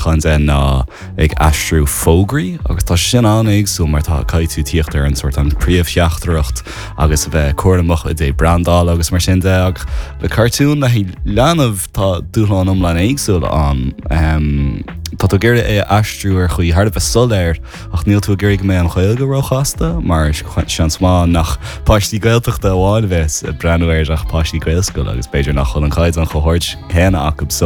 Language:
Irish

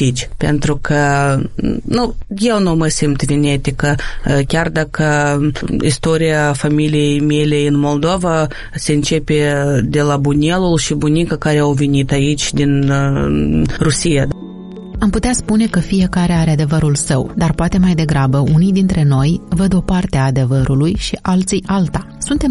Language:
Romanian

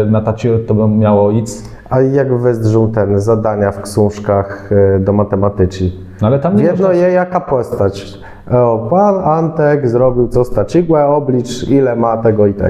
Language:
Kashubian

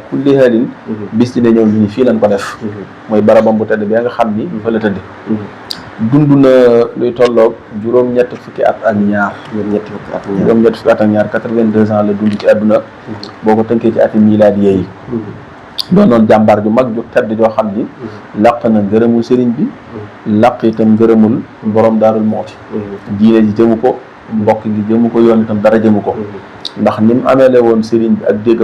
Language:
Wolof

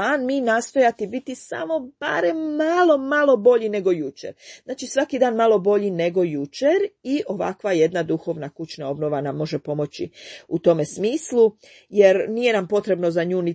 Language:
Croatian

